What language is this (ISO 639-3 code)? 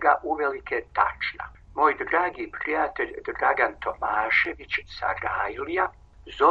srp